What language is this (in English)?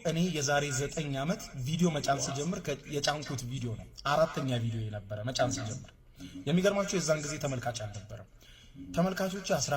Amharic